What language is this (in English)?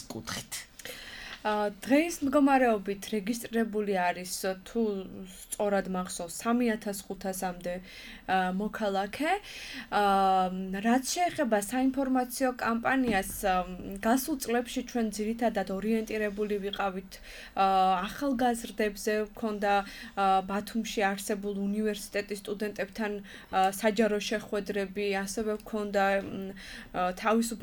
Georgian